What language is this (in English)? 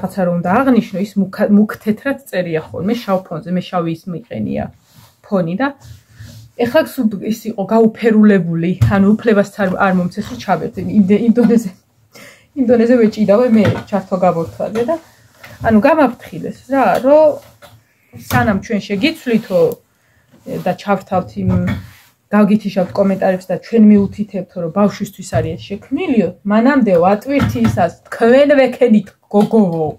Georgian